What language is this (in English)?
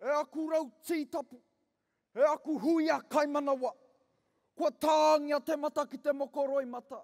Māori